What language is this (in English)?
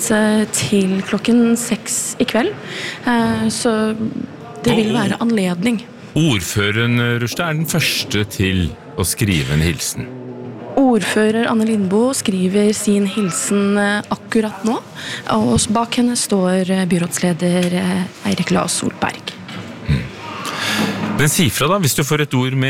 Norwegian